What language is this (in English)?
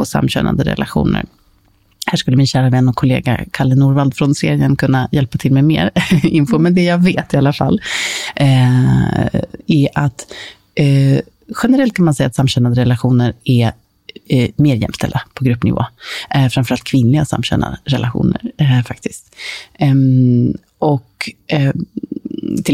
Swedish